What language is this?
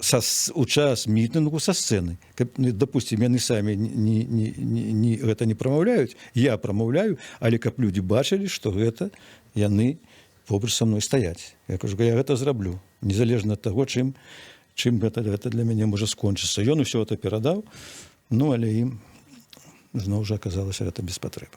Belarusian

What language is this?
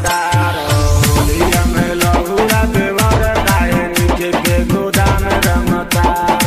Bhojpuri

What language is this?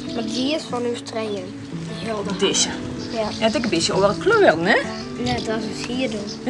Western Frisian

